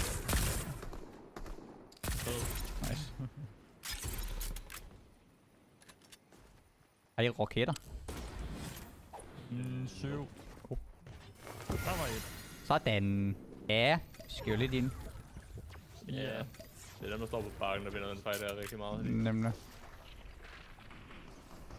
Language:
Danish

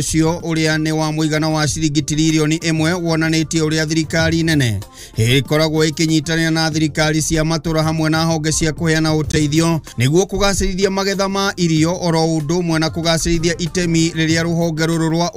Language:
Kikuyu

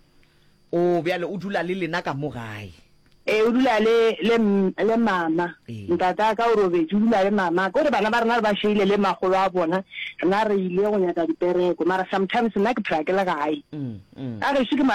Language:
Northern Sotho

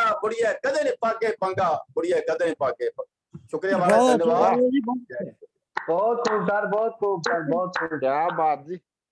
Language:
Dogri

